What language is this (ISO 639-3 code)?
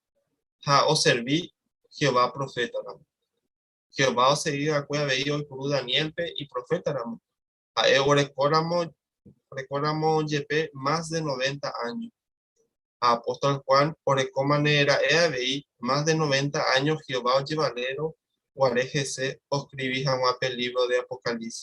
grn